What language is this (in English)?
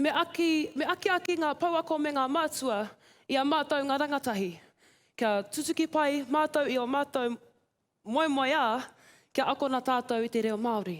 Māori